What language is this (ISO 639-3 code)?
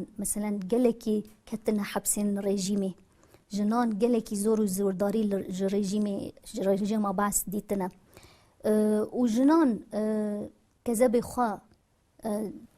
kur